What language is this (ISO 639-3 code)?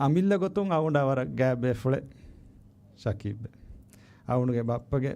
div